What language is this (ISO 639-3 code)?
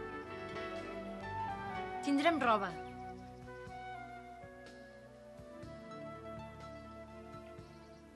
cat